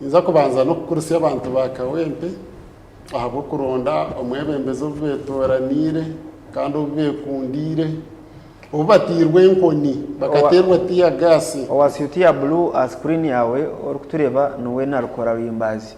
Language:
Nyankole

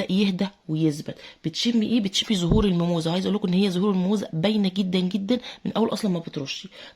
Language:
Egyptian Arabic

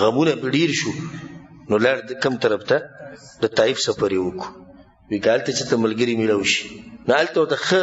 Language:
Pashto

